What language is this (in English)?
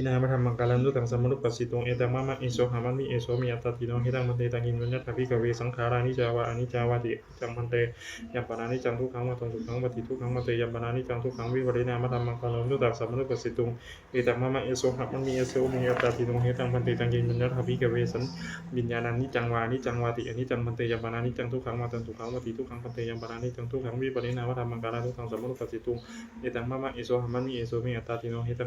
Pali